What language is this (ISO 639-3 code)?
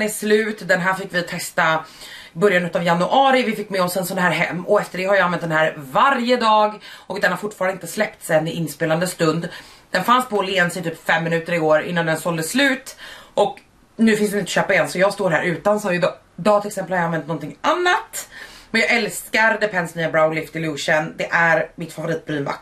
swe